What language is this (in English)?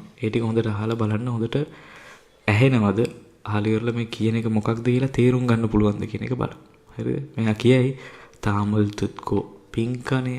Sinhala